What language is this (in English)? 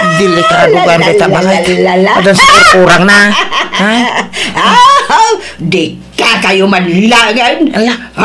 Iloko